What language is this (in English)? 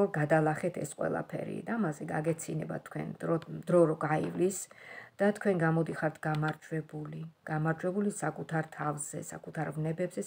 Georgian